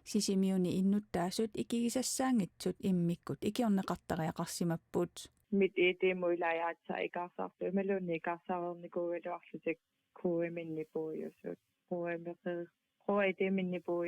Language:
Kalaallisut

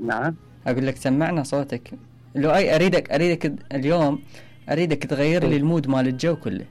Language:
Mesopotamian Arabic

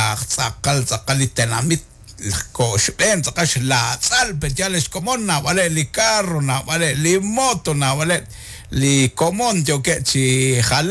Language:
Kekchí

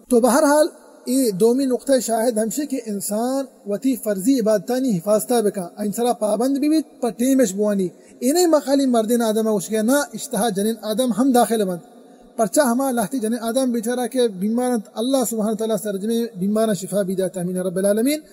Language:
Baluchi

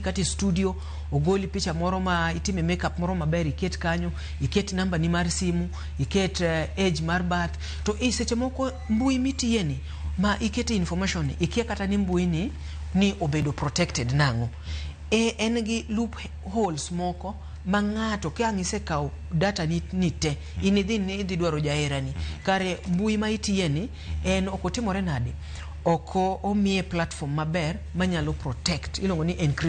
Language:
Luo (Kenya and Tanzania)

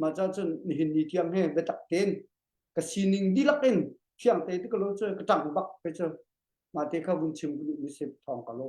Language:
Hakha Chin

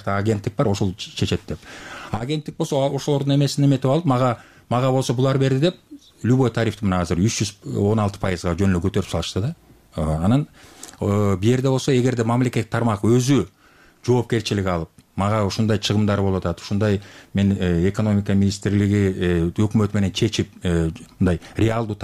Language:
Kyrgyz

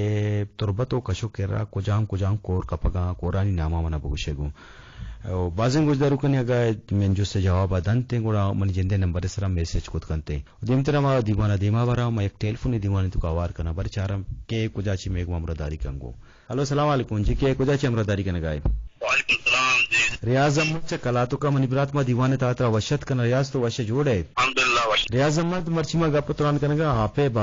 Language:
Eastern Balochi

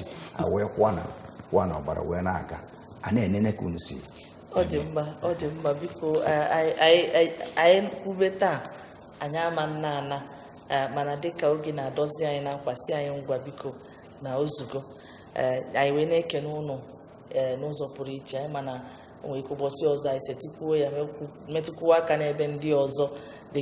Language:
Igbo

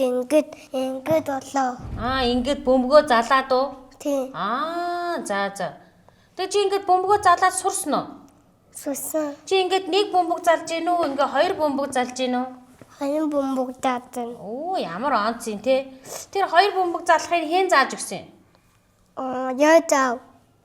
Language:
Mongolian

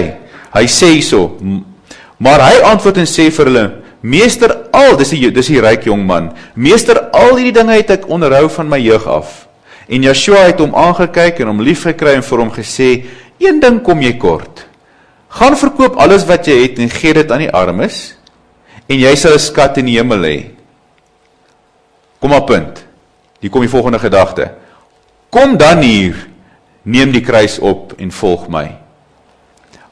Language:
Afrikaans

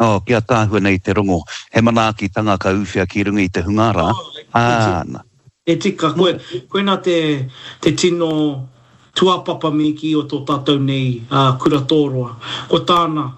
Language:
Māori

